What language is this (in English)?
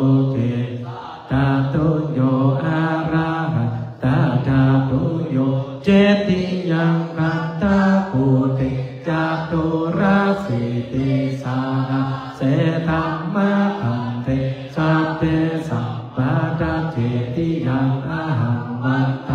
Pali